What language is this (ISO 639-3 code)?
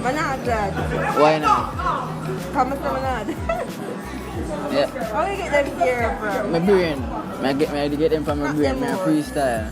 jam